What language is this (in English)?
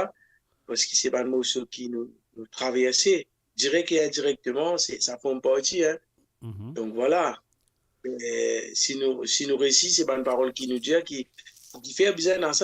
Morisyen